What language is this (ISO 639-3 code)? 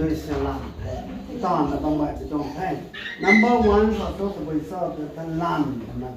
nbu